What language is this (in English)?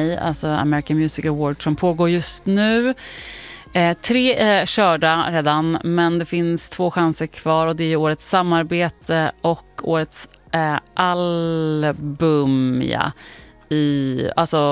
Swedish